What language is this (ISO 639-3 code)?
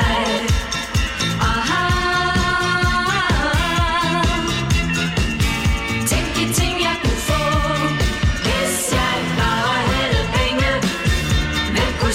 dan